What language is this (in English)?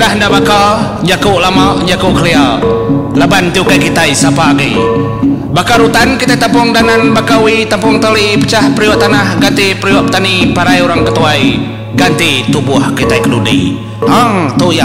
Iban